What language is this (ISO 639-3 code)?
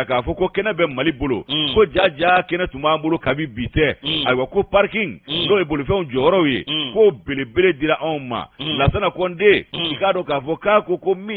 bam